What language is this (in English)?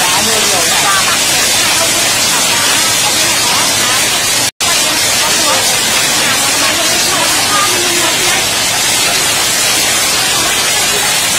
Vietnamese